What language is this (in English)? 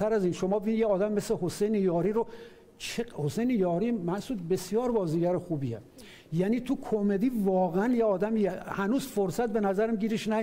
Persian